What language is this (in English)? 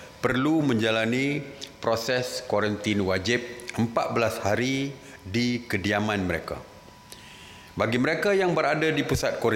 Malay